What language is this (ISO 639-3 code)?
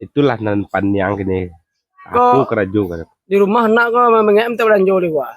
min